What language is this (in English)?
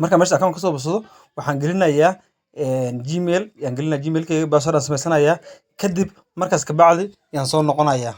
Somali